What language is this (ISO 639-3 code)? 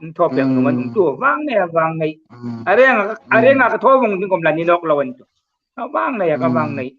hmr